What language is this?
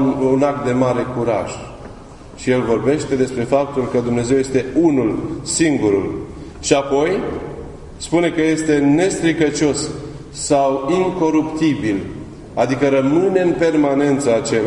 Romanian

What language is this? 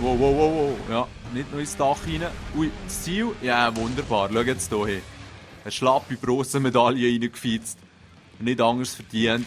Swiss German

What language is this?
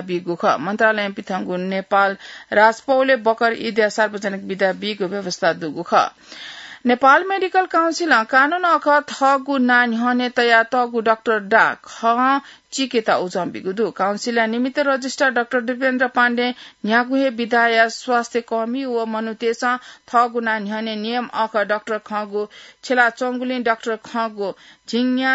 Newari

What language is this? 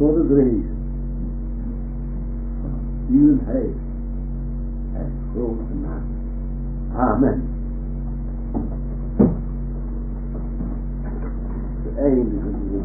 Dutch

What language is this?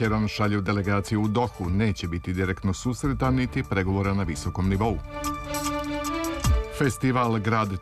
Serbian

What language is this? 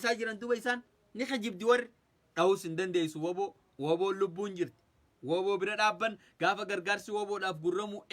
Oromo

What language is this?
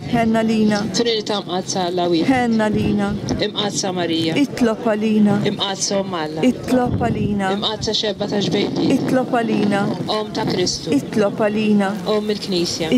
Maltese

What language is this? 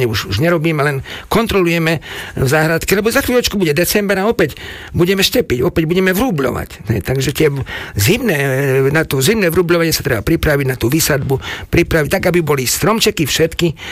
Slovak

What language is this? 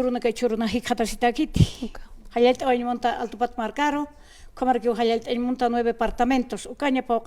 Aymara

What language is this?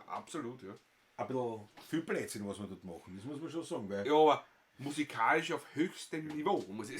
Bavarian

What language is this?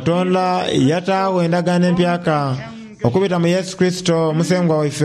Soga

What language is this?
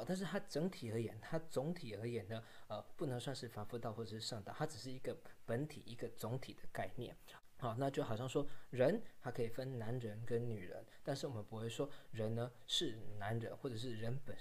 Chinese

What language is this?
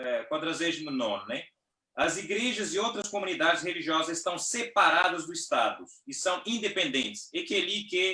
Kabuverdianu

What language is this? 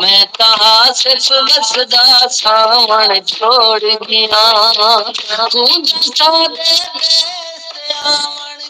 Saraiki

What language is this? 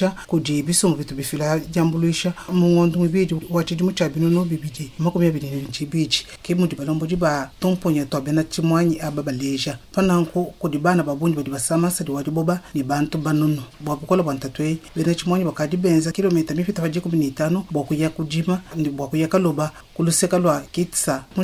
Luba-Lulua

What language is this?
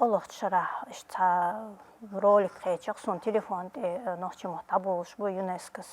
Chechen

